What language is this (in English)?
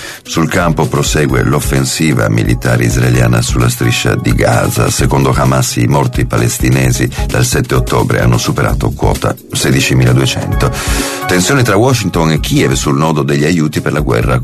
Italian